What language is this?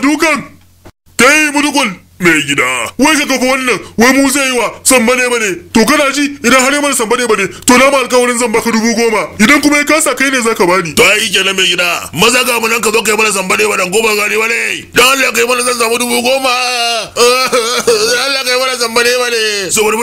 Hausa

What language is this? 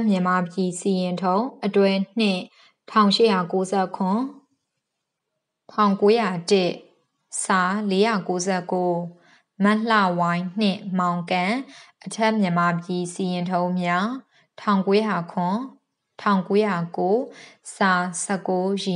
Burmese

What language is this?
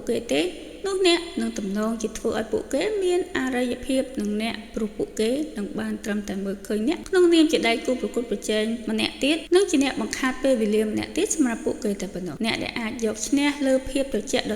Khmer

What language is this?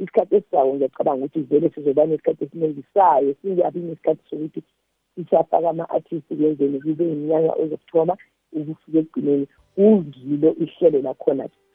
South Ndebele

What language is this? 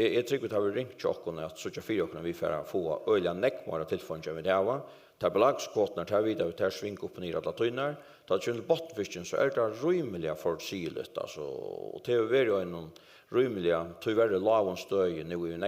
Faroese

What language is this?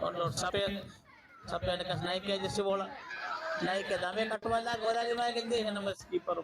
Divehi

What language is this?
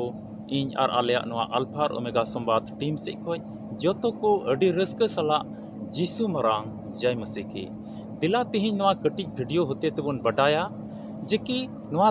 Santali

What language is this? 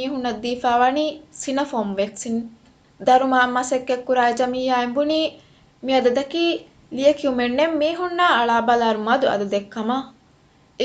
Divehi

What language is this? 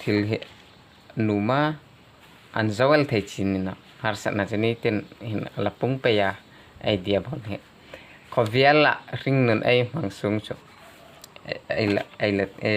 Hmar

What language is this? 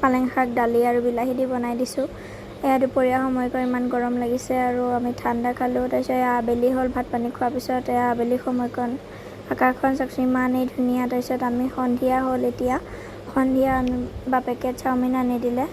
Assamese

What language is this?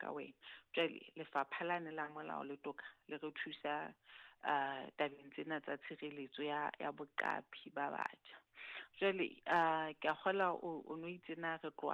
Southern Sotho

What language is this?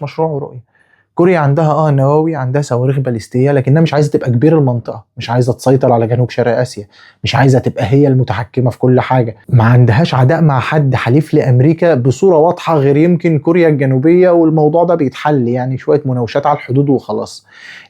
Egyptian Arabic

